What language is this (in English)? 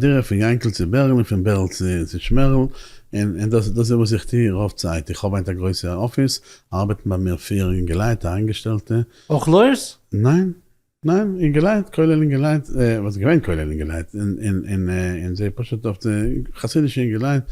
Yiddish